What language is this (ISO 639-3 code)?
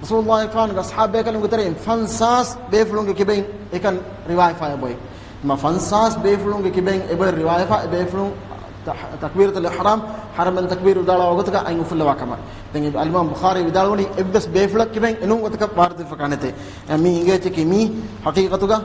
div